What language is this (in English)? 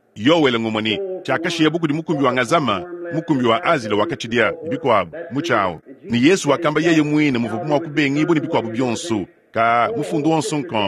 Luba-Lulua